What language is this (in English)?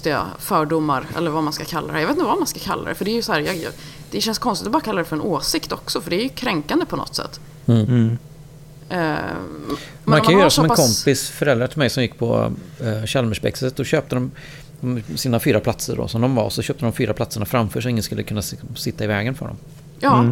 Swedish